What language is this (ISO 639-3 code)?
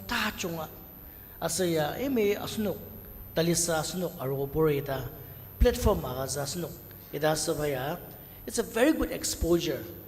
njo